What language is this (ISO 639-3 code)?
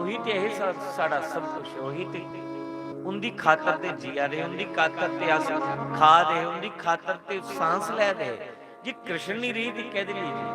doi